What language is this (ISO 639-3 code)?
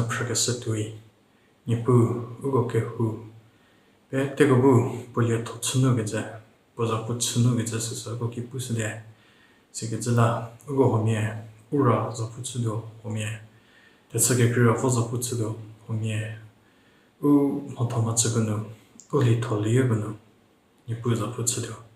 njm